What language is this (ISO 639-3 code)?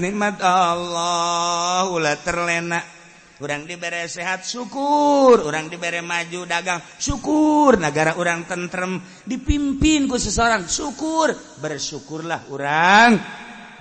sun